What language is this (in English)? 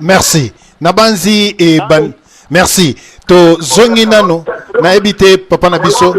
Lingala